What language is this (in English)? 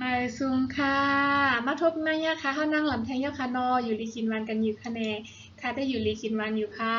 Shan